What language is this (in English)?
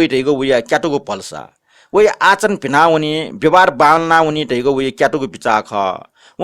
Newari